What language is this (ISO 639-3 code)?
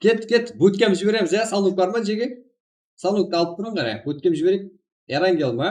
kaa